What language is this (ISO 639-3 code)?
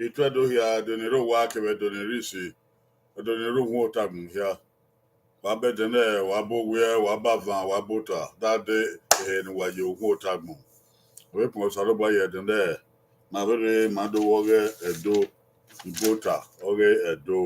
bin